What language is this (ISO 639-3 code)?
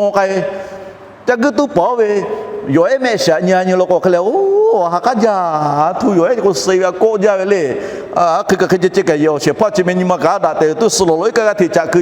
lhu